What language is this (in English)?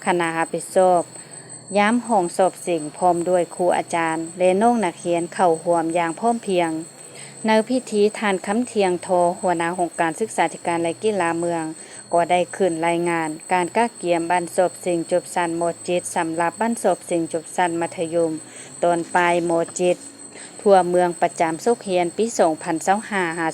Lao